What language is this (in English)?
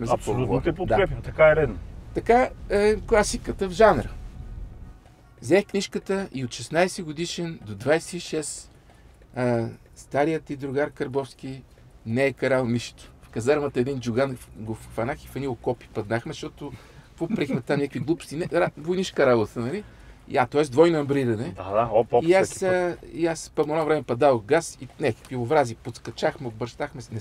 Bulgarian